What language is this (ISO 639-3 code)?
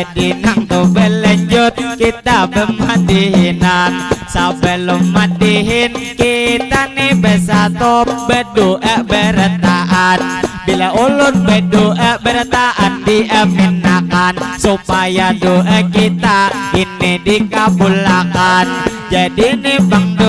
bjn